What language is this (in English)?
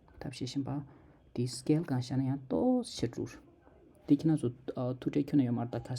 Tibetan